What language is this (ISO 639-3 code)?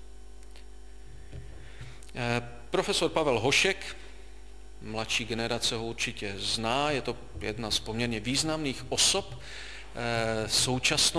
ces